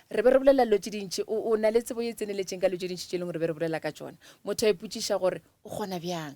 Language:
Northern Sotho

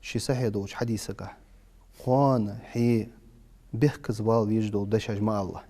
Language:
Ingush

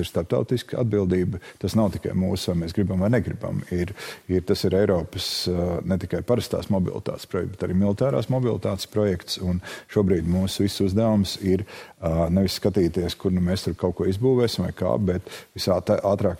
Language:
Latvian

